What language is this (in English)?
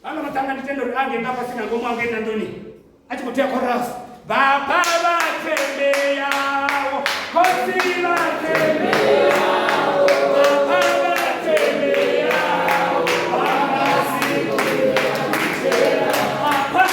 Venda